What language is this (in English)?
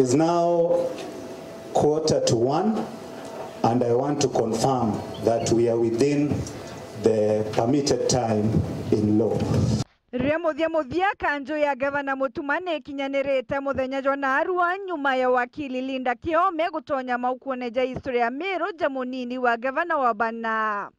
Meru